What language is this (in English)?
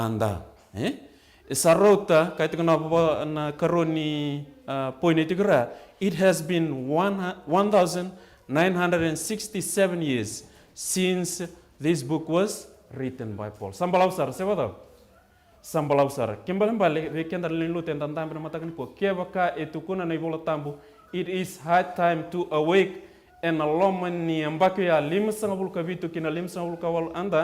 Fijian